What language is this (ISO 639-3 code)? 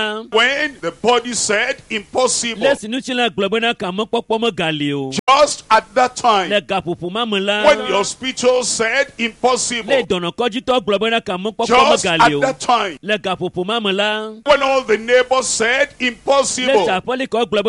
ewe